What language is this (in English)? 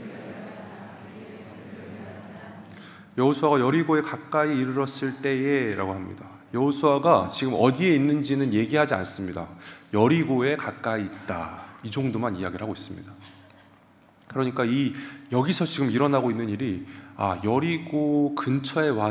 Korean